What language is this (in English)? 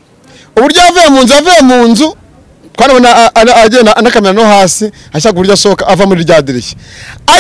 Kinyarwanda